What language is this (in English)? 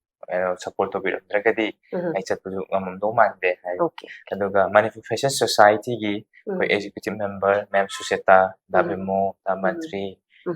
Manipuri